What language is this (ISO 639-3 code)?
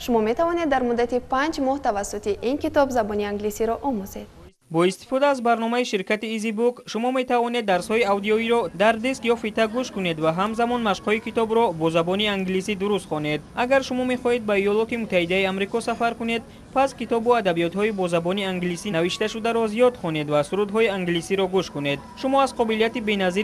tgk